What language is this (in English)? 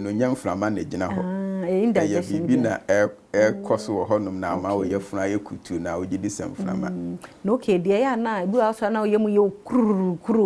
Akan